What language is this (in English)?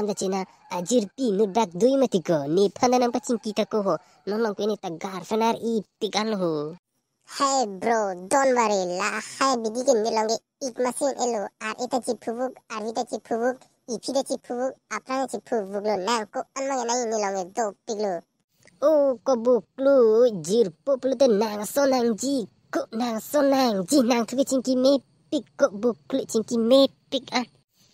Karbi